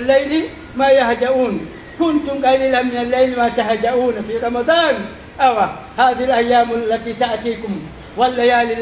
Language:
Pular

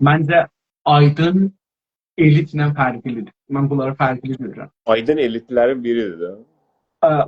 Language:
South Azerbaijani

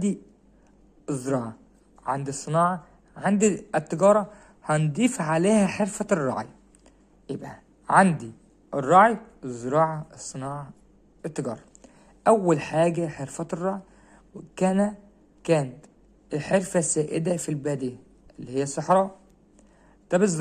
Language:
Egyptian Arabic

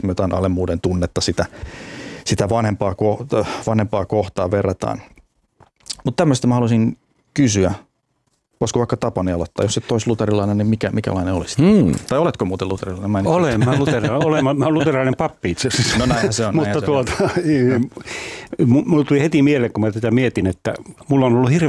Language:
Finnish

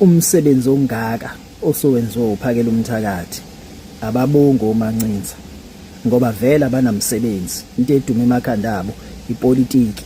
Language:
Zulu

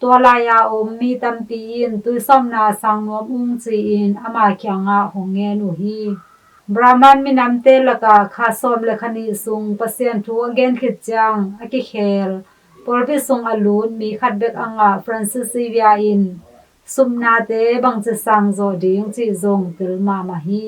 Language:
Tedim Chin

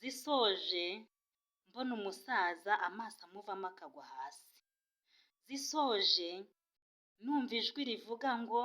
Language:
Kinyarwanda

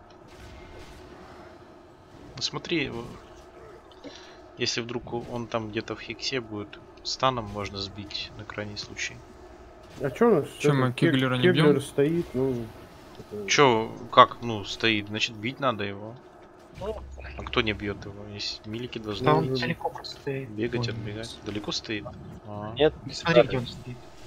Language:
Russian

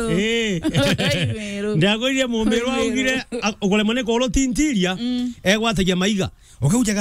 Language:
Meru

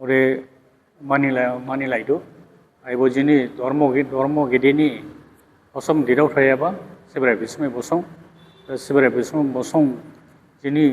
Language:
Dimasa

